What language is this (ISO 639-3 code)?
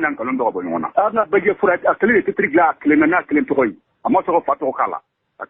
bam